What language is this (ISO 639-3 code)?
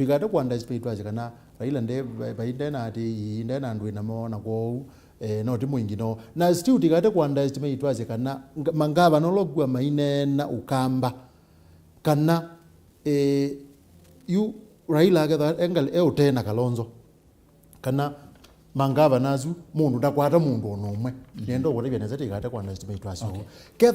kam